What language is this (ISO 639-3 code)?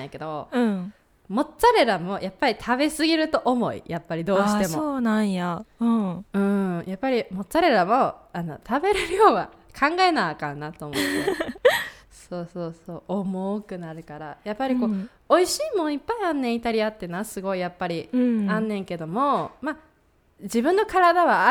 jpn